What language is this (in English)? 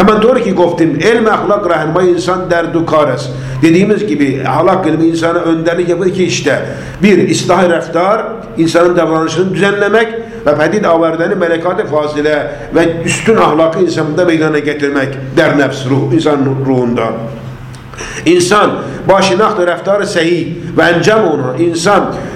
Turkish